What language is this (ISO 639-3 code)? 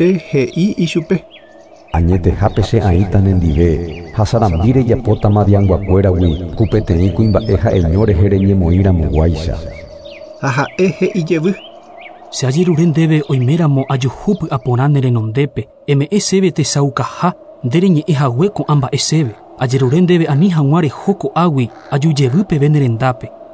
grn